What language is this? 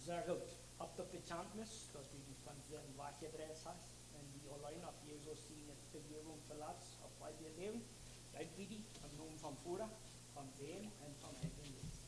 Plautdietsch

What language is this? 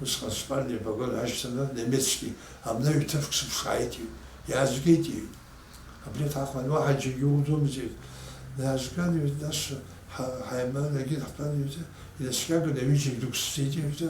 Abkhazian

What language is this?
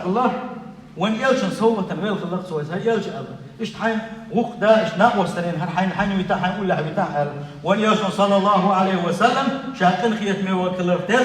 Chechen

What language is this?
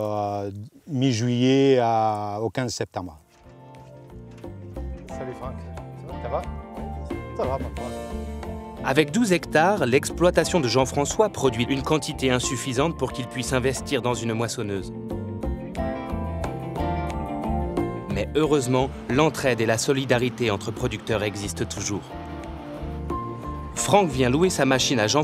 French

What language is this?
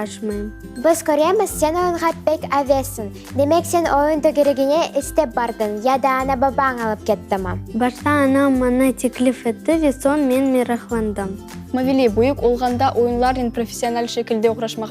Crimean Tatar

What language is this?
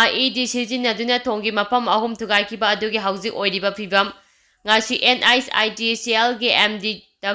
Manipuri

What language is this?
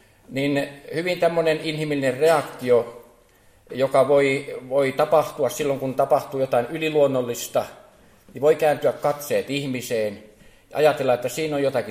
Finnish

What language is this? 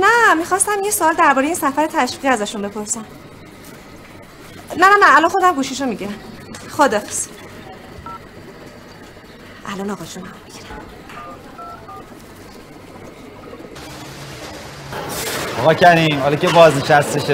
Persian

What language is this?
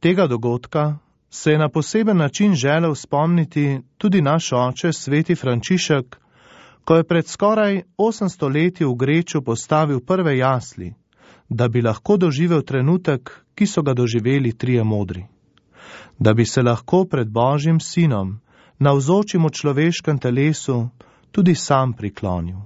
Slovenian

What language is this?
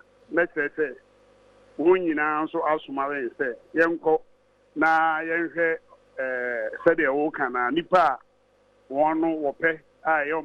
Akan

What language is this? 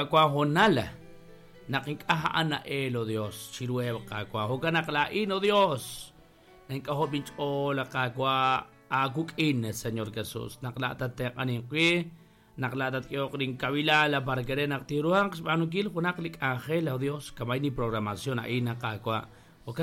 Kekchí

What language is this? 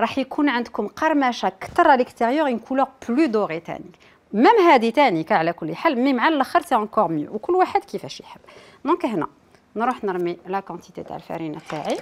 Algerian Arabic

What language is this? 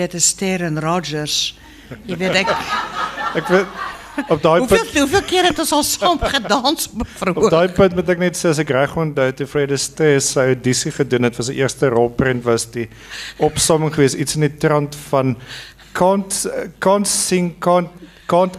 Afrikaans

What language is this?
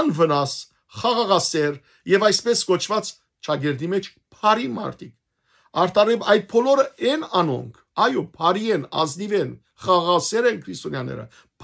Western Armenian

